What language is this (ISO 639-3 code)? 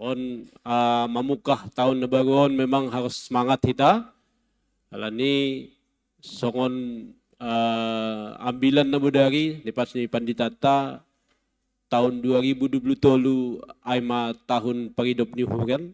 bts